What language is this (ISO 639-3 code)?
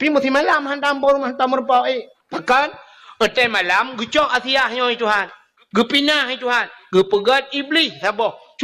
ace